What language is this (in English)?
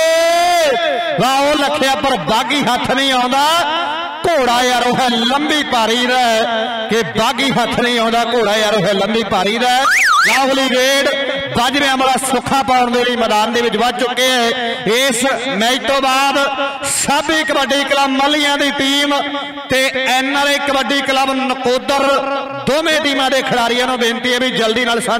Punjabi